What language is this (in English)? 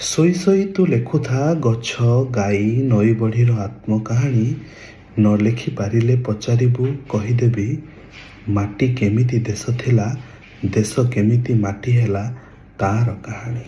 Odia